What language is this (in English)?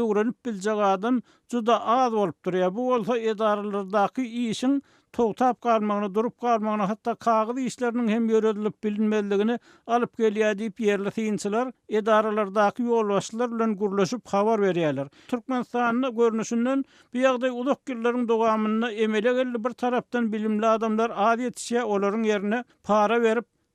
Turkmen